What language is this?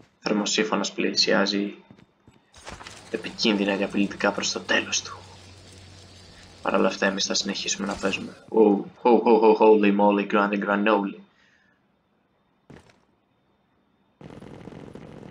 Greek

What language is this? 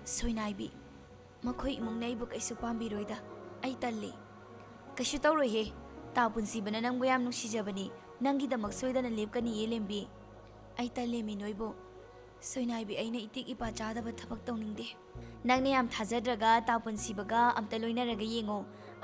Manipuri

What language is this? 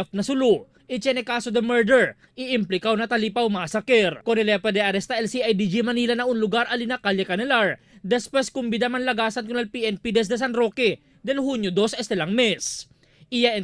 Chavacano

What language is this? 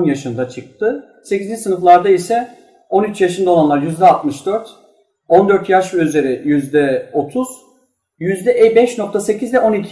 Turkish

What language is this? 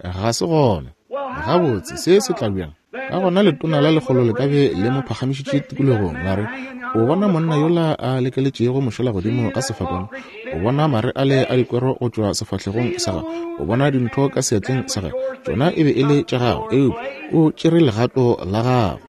Northern Sotho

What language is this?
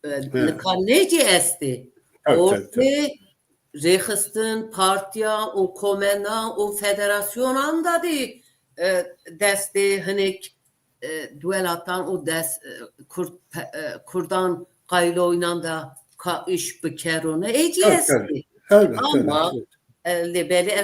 Zaza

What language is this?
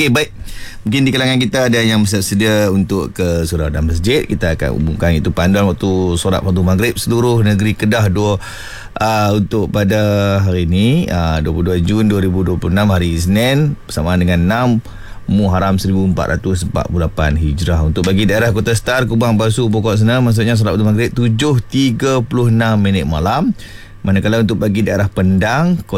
Malay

